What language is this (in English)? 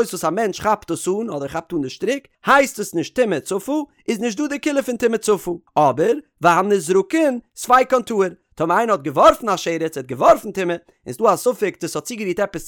Yiddish